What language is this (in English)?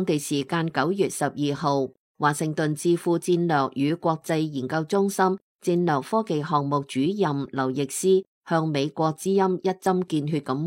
Cantonese